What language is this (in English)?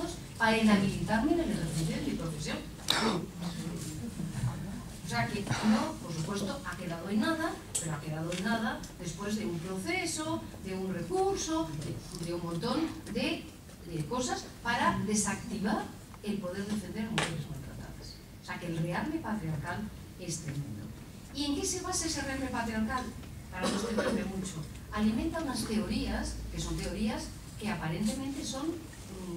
Spanish